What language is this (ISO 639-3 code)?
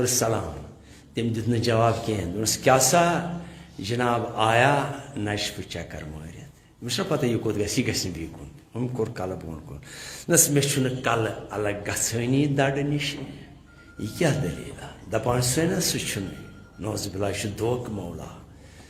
kas